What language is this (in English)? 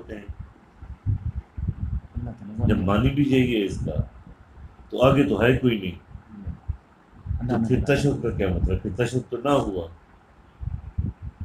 Urdu